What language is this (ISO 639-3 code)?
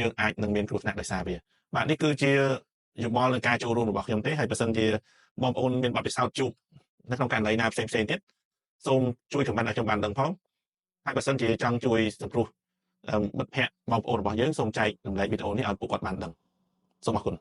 khm